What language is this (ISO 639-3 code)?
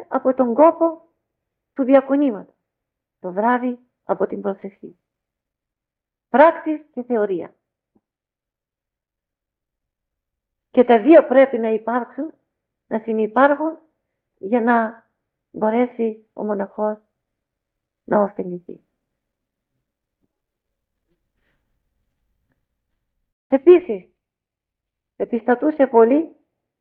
ell